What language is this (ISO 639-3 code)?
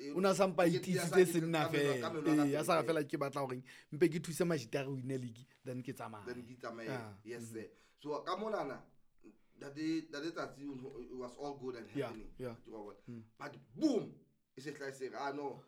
sot